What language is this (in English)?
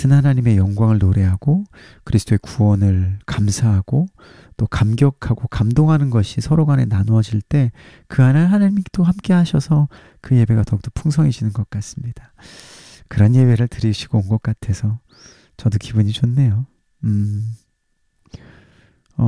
Korean